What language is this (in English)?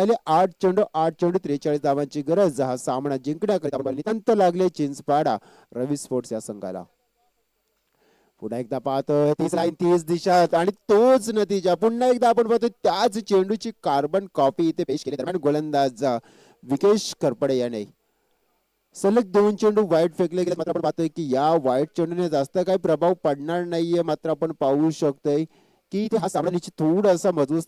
Marathi